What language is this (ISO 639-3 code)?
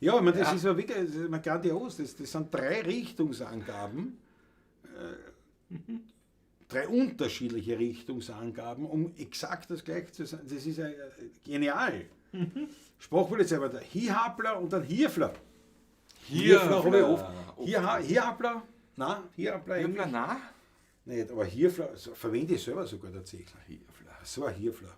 bar